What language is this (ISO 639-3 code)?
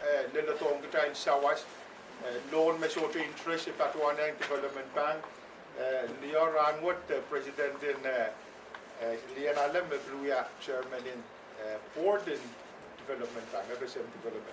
pon